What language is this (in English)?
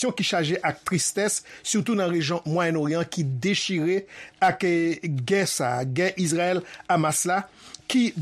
Haitian Creole